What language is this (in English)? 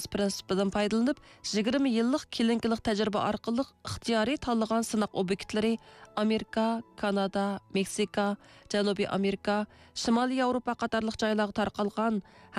Uyghur